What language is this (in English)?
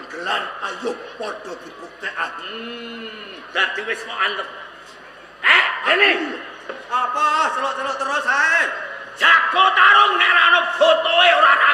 Javanese